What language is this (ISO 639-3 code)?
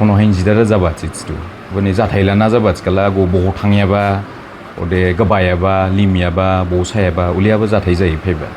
dis